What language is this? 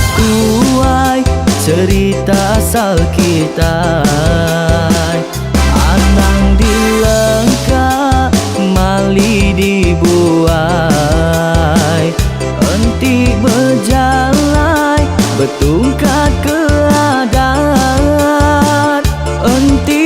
Iban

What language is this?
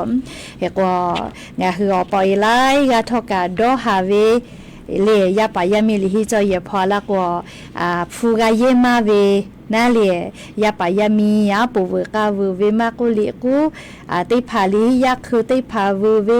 Lahu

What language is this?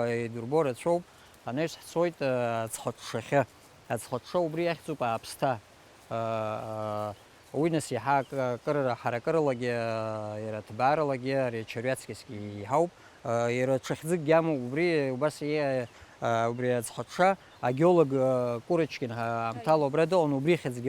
Abkhazian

